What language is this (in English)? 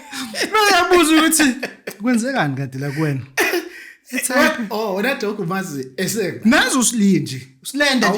Zulu